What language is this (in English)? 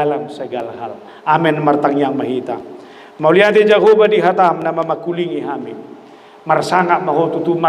Batak Toba